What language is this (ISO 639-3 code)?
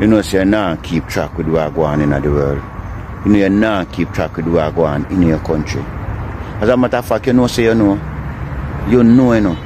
jam